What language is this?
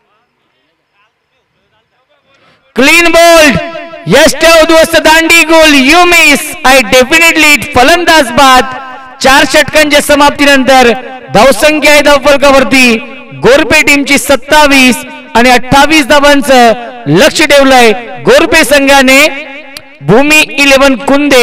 Marathi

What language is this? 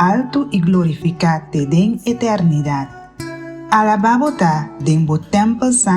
Papiamento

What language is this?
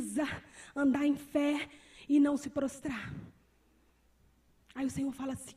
Portuguese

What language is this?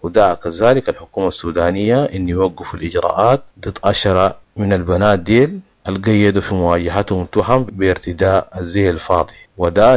Sudanese Arabic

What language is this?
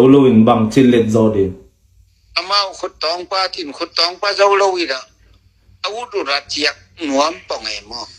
Tedim Chin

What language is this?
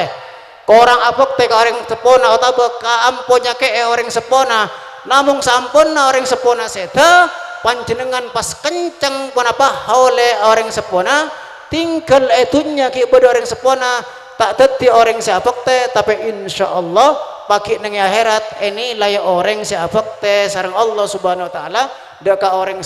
Madurese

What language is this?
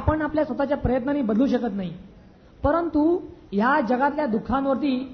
Marathi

